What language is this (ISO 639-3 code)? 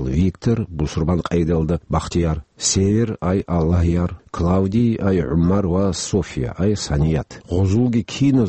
ava